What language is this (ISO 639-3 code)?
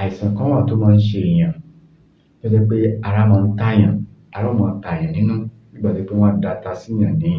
yor